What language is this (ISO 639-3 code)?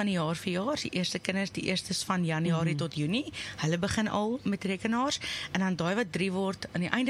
afr